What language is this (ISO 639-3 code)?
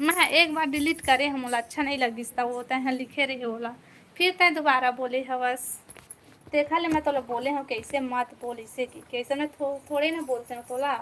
hne